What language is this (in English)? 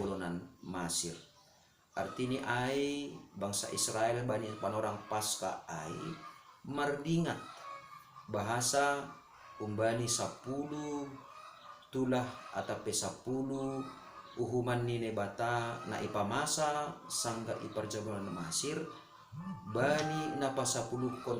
Batak Simalungun